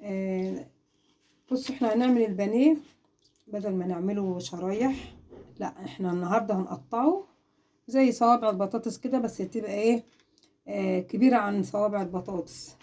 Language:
Egyptian Arabic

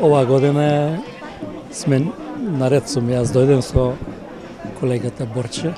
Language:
Macedonian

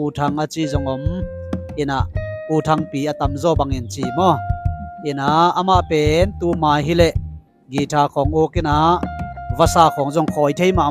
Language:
Tedim Chin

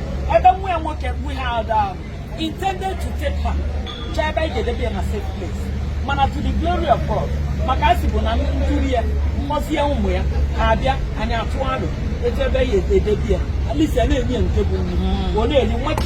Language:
Igbo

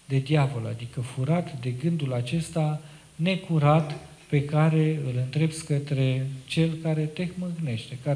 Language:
Romanian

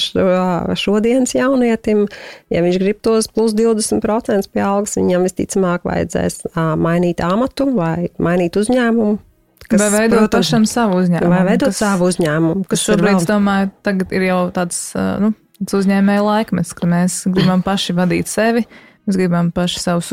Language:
Latvian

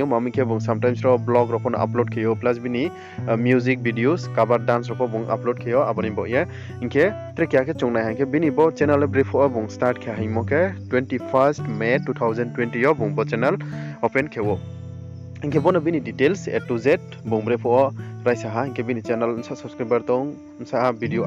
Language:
Riang (India)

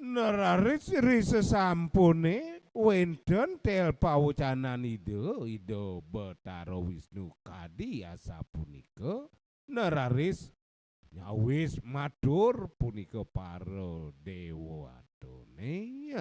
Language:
Balinese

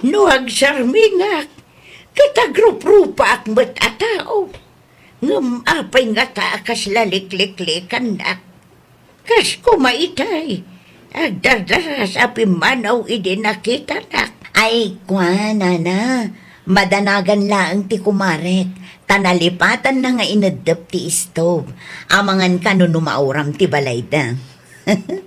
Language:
Iloko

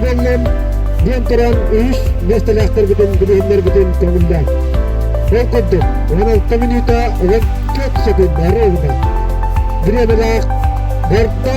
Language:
Yakut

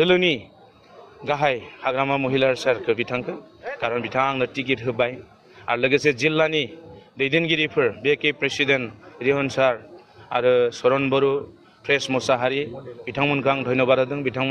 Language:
Bodo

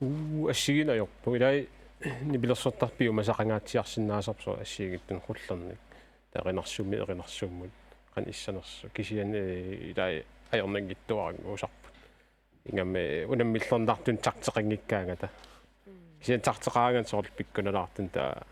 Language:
Kalaallisut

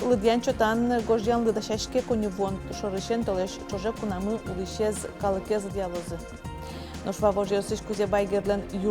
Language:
Udmurt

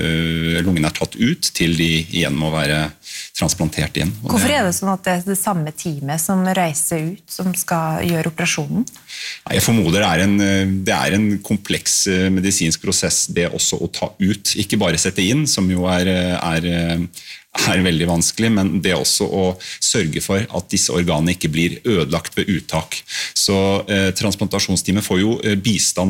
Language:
Norwegian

